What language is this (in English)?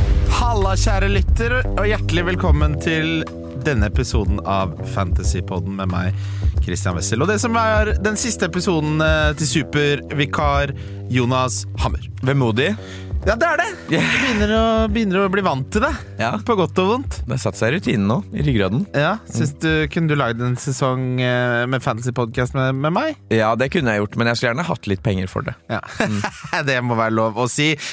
Norwegian